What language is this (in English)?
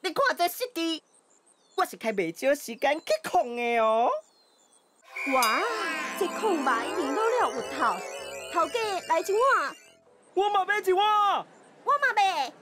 Min Nan Chinese